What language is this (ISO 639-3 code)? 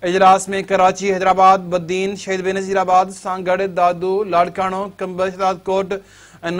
snd